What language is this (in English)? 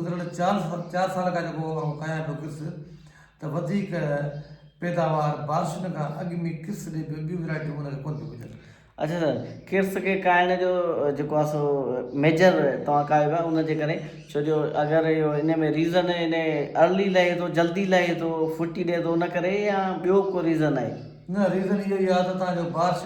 Sindhi